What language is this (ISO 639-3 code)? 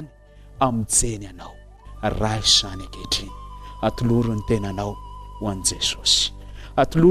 mlg